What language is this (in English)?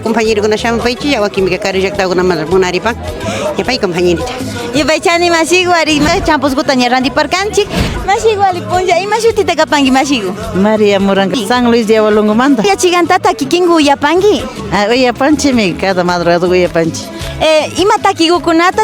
Imbabura Highland Quichua